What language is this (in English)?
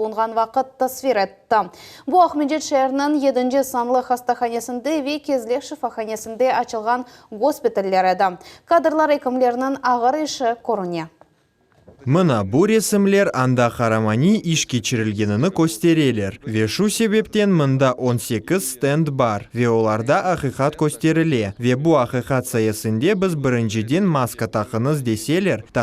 Crimean Tatar